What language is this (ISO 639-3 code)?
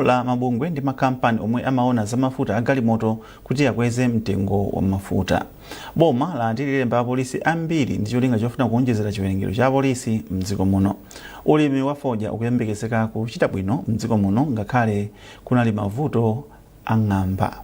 nya